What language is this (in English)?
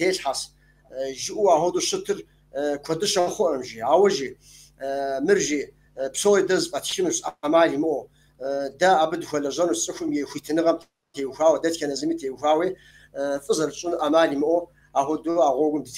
Kabardian